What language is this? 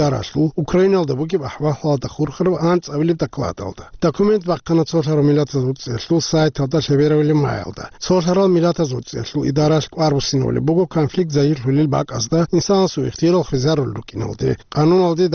Avaric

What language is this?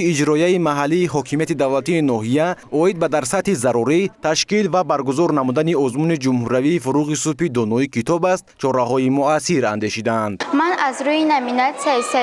Tajik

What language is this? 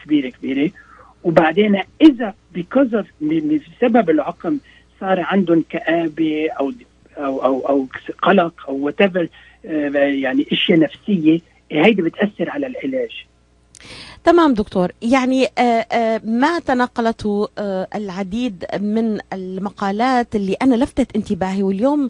North Levantine Arabic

